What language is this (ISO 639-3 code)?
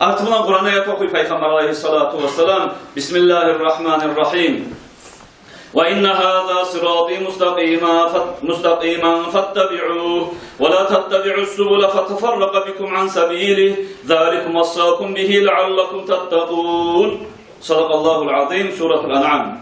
kum